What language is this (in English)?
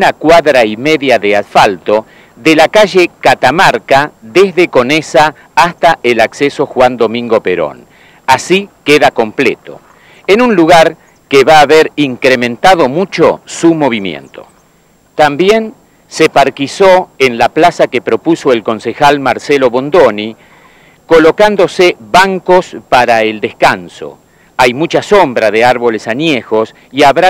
Spanish